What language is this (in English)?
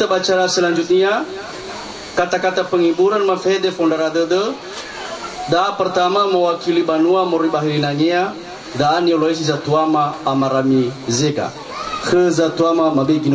Nias